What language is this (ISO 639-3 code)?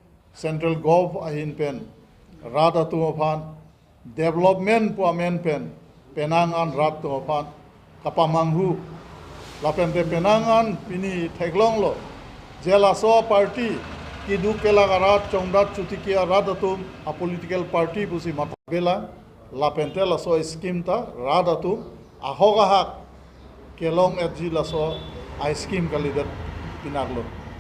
mjw